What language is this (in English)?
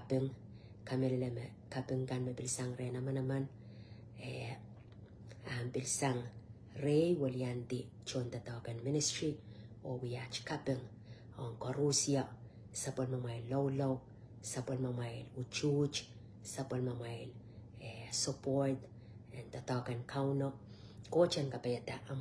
Pohnpeian